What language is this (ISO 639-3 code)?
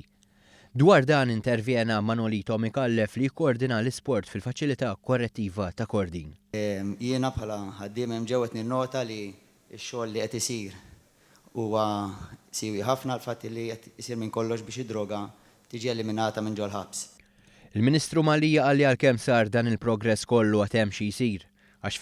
mlt